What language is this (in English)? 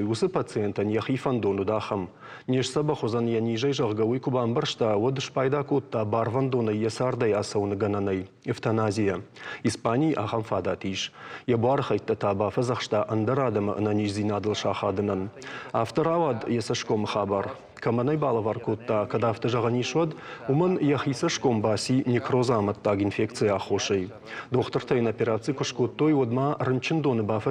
Ossetic